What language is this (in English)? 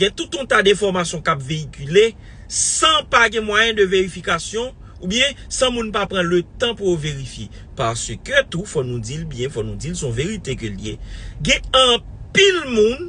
Haitian Creole